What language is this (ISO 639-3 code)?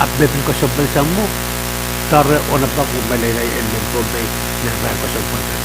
pon